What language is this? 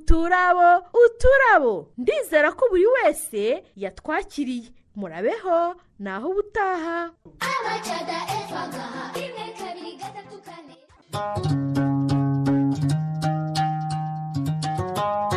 Kinyarwanda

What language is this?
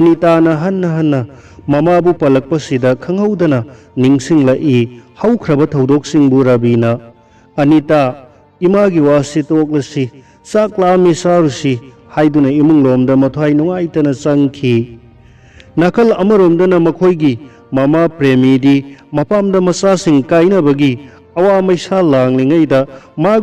Manipuri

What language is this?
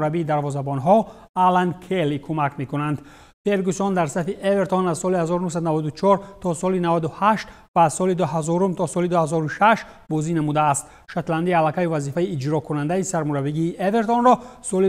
Tajik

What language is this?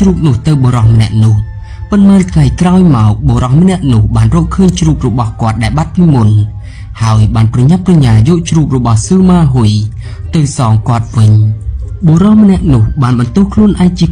Khmer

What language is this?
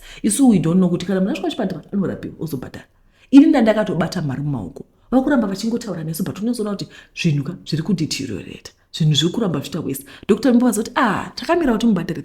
Shona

